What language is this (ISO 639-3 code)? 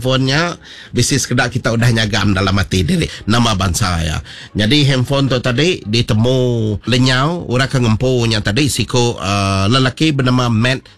iba